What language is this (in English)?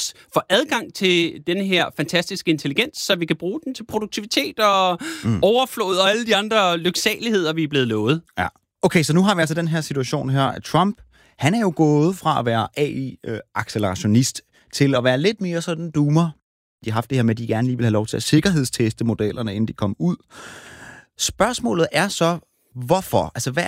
Danish